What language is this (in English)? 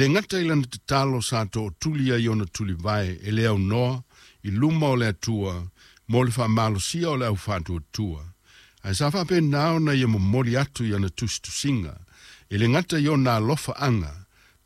Samoan